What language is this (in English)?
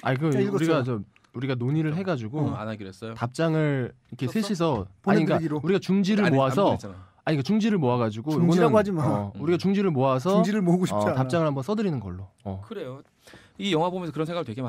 Korean